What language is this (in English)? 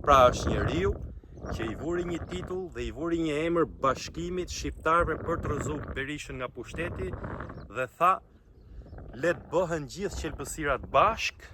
Albanian